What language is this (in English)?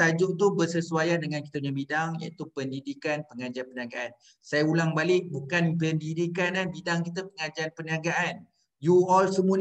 Malay